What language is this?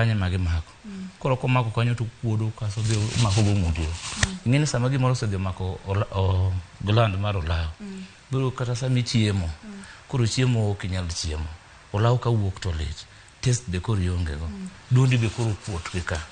Luo (Kenya and Tanzania)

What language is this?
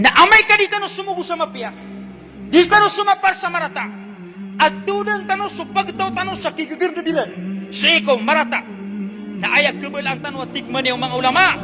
Maranao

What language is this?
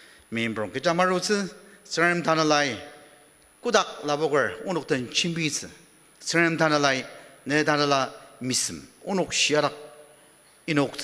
Ao Naga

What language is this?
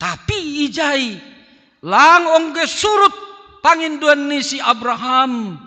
Batak Simalungun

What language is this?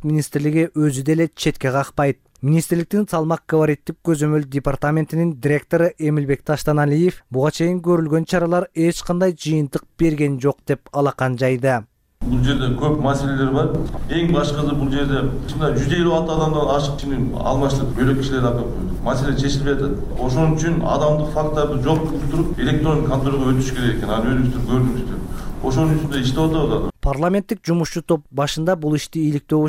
Kyrgyz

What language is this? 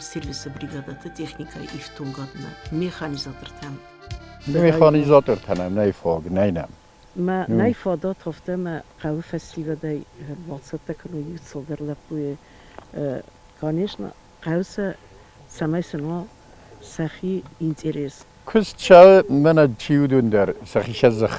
Ossetic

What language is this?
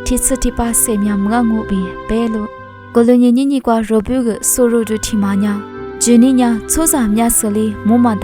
Lisu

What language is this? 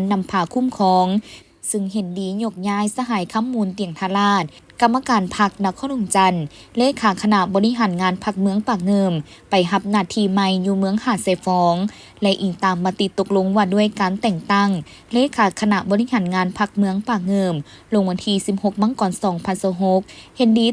Lao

